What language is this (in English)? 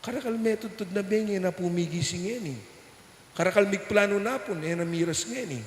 Pampanga